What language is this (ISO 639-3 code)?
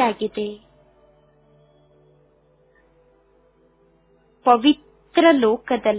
kan